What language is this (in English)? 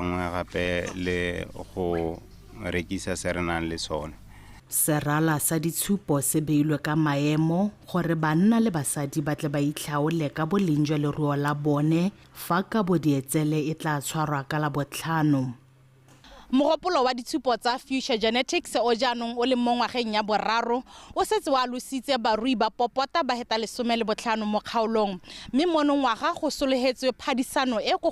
Tswana